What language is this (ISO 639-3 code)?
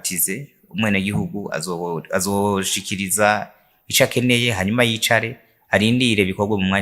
run